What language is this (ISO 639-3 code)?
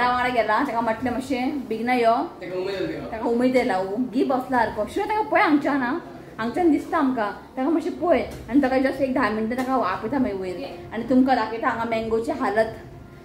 kok